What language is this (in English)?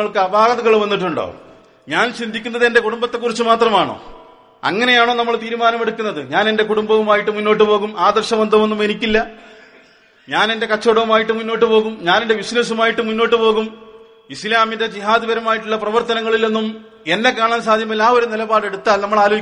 Malayalam